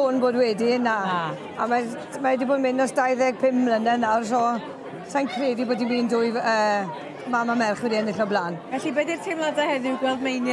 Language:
Welsh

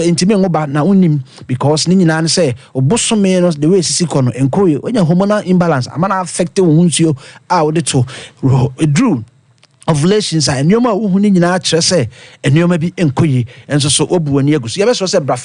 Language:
Akan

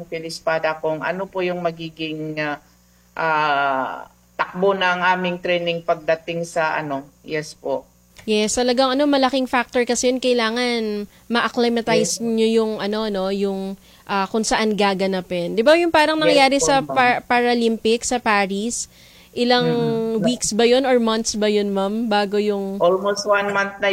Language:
Filipino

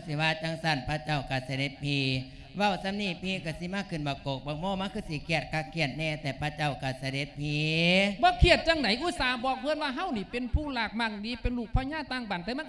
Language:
Lao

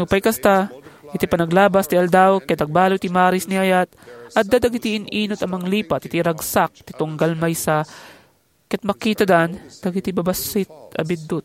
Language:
Iloko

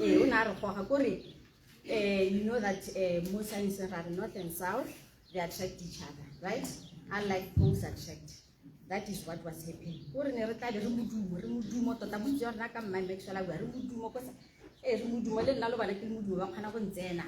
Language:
Tswana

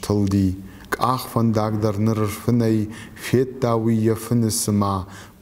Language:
Ossetic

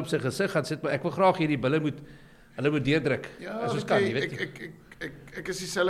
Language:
Afrikaans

